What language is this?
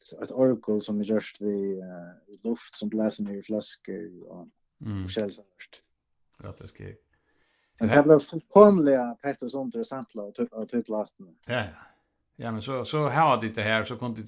Faroese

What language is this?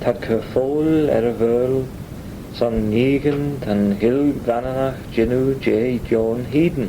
Manx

